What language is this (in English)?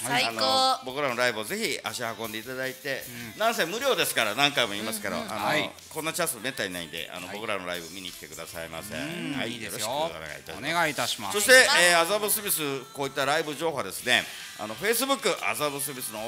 Japanese